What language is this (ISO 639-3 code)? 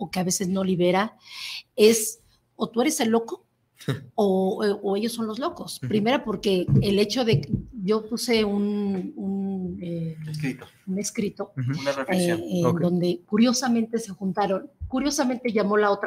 spa